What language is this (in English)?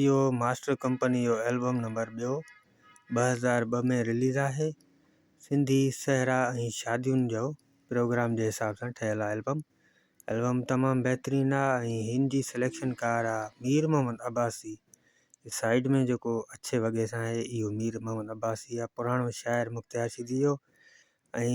Sindhi